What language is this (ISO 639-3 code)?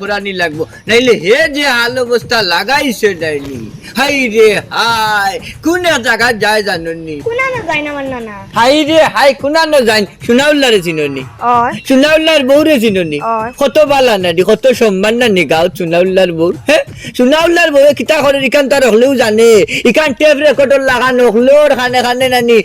syl